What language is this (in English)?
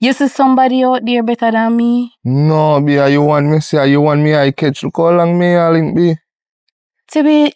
Jamaican Creole English